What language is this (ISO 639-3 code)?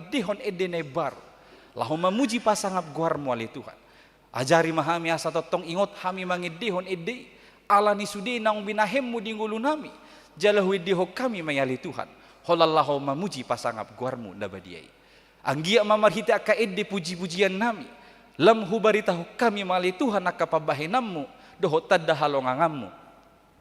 bbc